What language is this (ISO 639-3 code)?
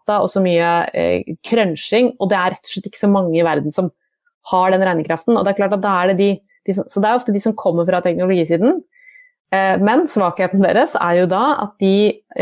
nor